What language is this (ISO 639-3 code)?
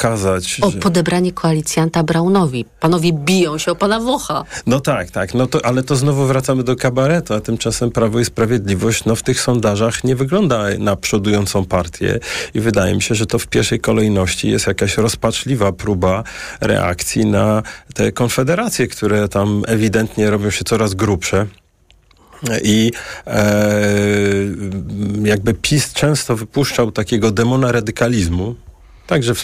pol